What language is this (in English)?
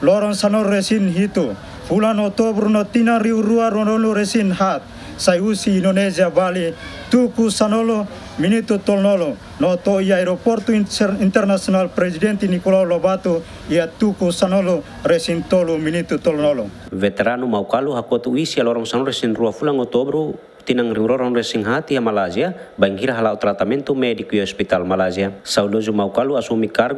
Tetum